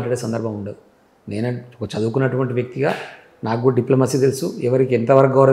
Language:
Telugu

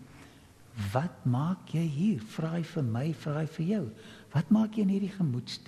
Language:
Afrikaans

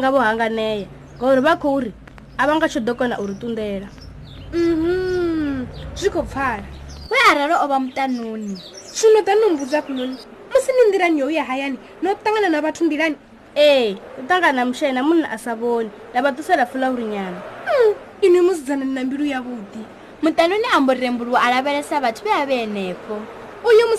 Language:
Venda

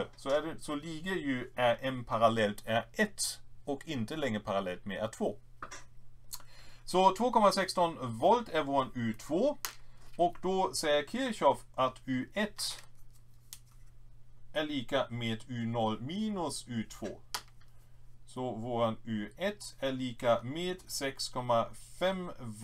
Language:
Swedish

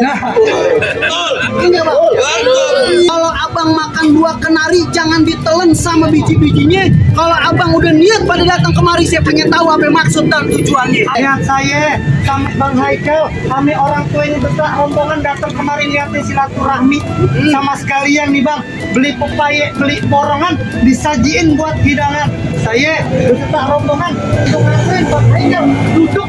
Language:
Betawi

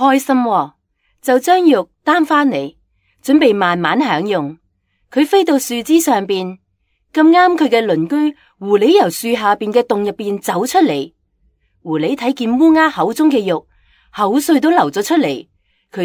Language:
Cantonese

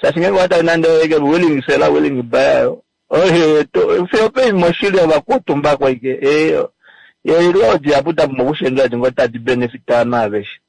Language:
Kuanyama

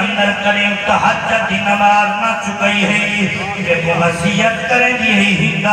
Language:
Saraiki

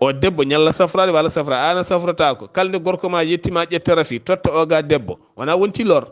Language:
Fula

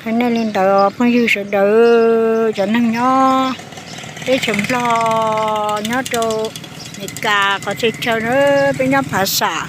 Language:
Hmong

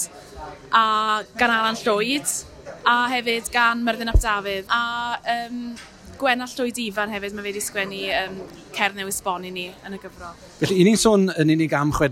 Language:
Welsh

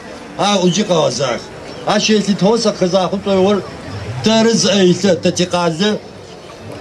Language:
Adyghe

